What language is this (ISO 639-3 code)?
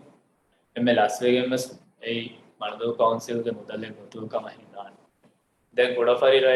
div